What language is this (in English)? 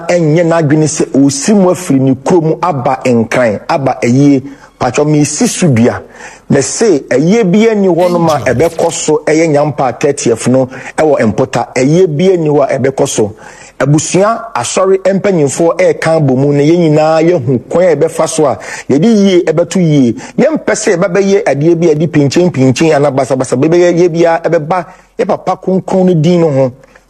Akan